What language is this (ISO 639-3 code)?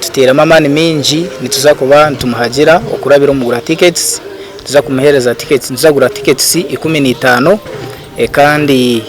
nyn